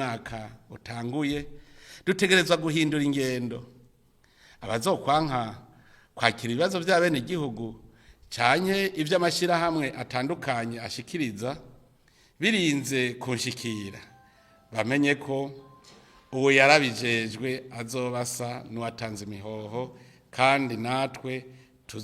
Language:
Rundi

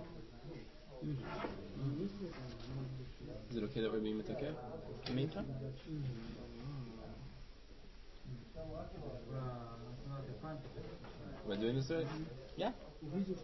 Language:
Hebrew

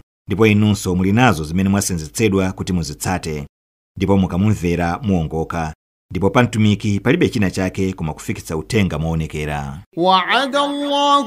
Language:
Nyanja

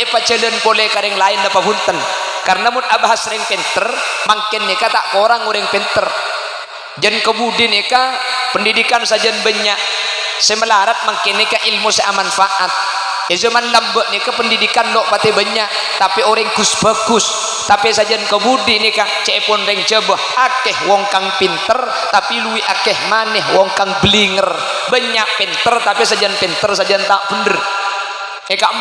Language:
Madurese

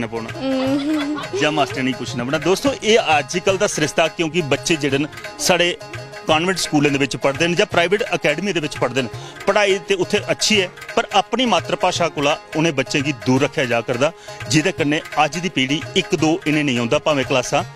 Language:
Dogri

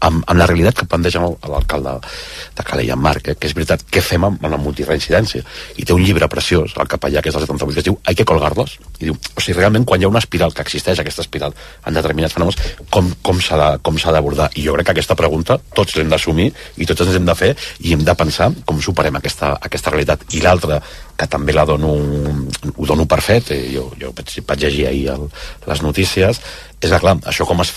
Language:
Catalan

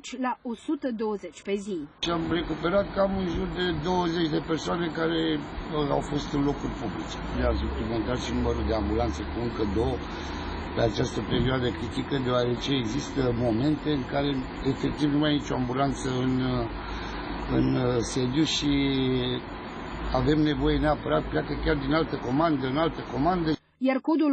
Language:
Romanian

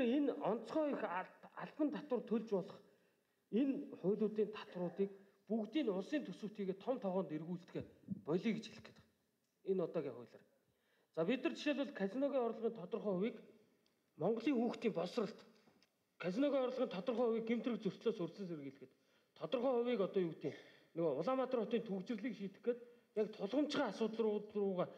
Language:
Mongolian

